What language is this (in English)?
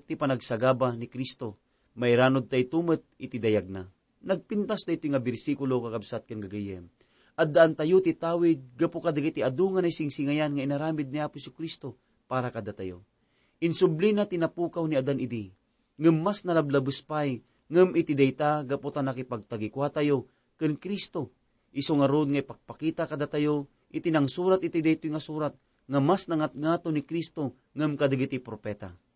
Iloko